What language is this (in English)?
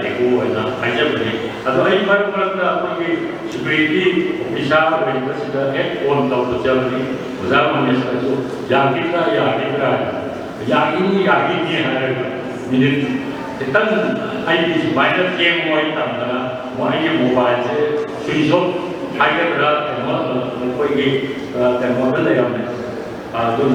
Manipuri